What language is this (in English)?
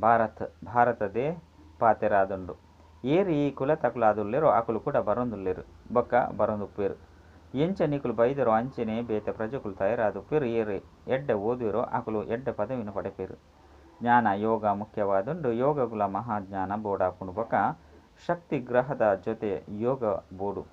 Tulu